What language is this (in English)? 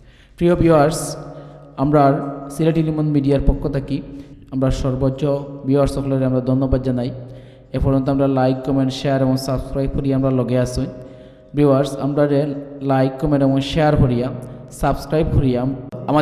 Sylheti